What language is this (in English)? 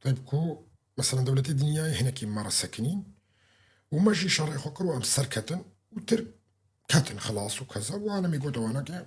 Kurdish